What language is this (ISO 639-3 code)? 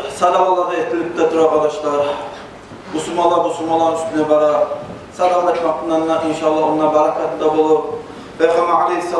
kum